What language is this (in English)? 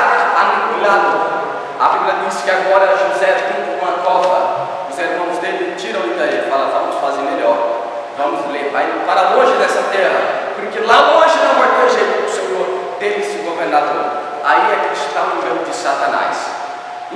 Portuguese